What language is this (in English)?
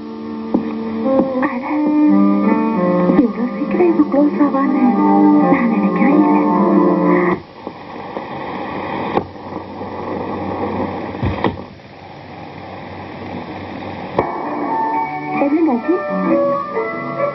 Tamil